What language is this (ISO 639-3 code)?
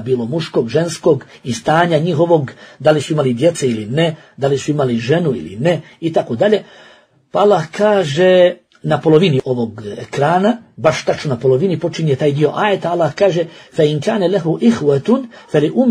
bos